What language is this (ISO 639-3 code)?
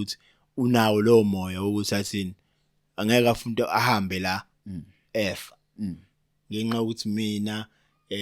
zul